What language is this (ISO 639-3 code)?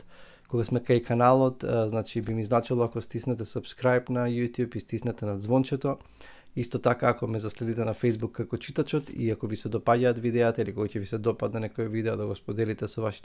mkd